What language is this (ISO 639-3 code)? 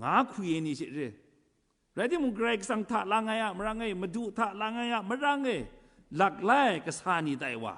kac